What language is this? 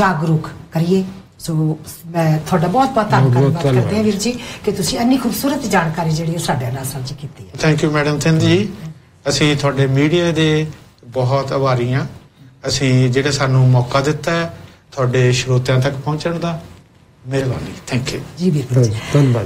Punjabi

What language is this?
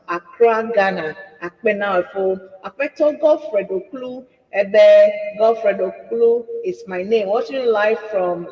Ewe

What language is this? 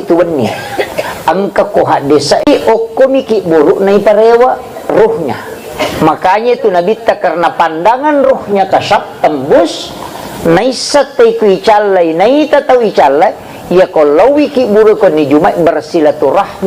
Buginese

